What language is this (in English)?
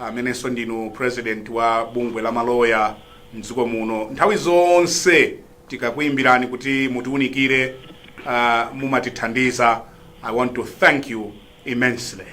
Nyanja